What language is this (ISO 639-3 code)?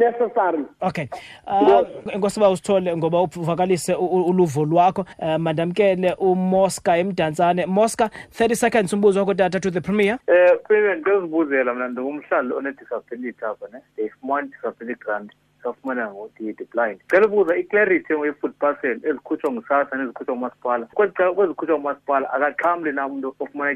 xho